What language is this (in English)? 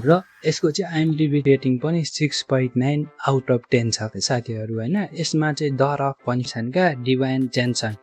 Nepali